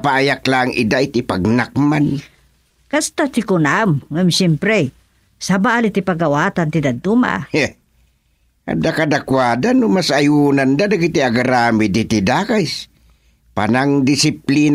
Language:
Iloko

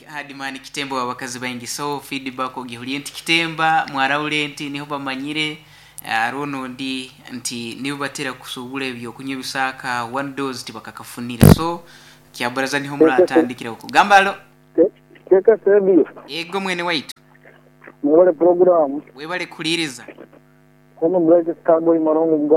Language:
Nyankole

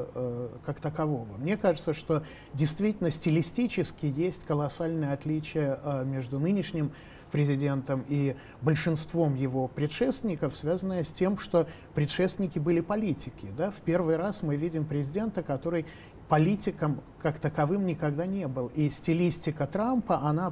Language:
Russian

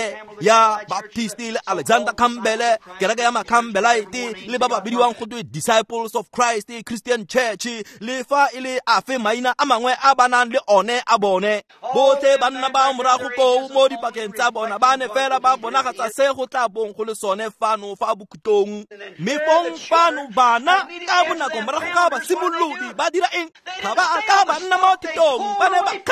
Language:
Tswana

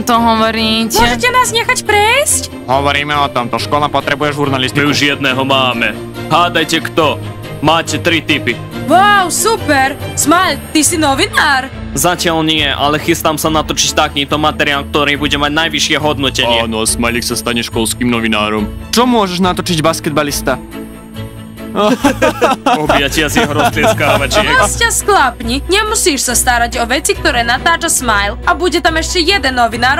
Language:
Slovak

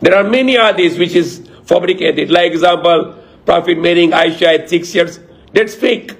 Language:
Maranao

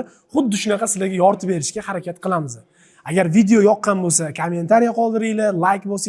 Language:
Uzbek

